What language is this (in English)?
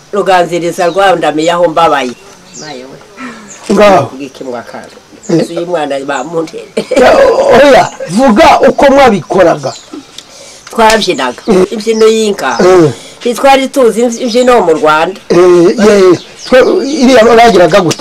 Kinyarwanda